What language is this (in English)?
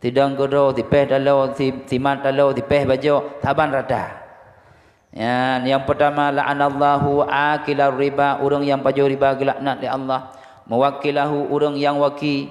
Achinese